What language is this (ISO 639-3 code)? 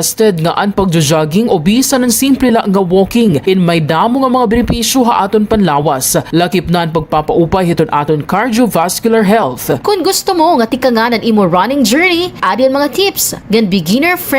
war